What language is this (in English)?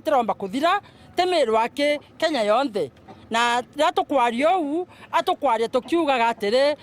Meru